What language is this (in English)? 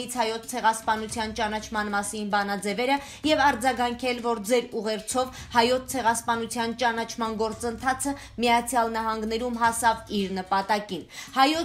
Armenian